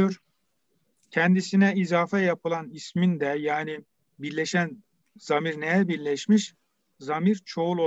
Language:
Turkish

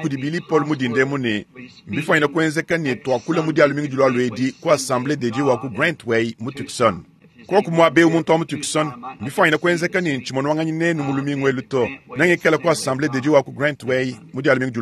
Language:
Luba-Lulua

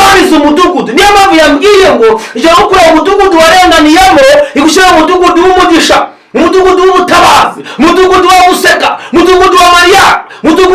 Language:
Kinyarwanda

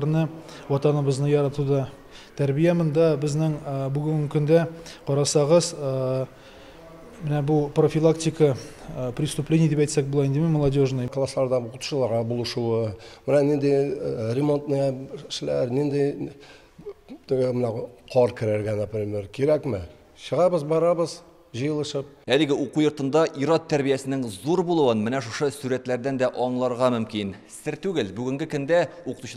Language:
Tatar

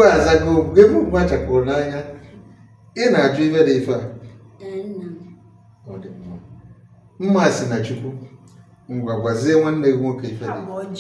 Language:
Igbo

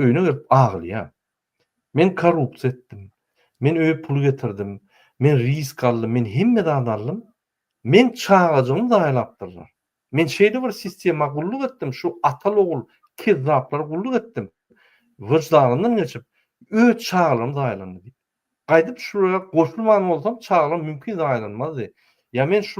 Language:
Turkmen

